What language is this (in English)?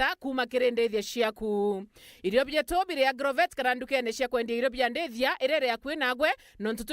Meru